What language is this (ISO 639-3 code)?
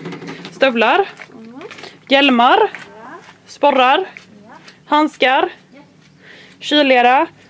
swe